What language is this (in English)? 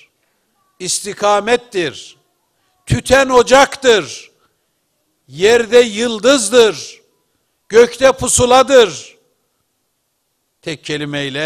Turkish